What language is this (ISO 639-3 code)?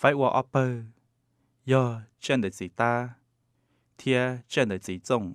hmn